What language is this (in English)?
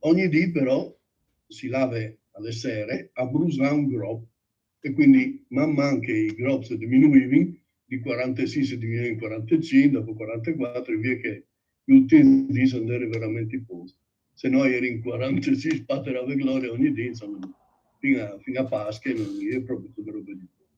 Friulian